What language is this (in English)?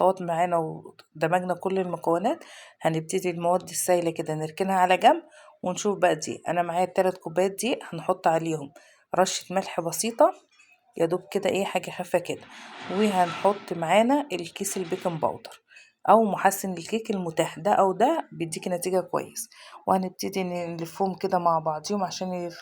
Egyptian Arabic